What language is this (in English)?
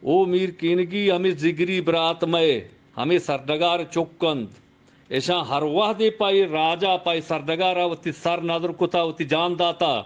Eastern Balochi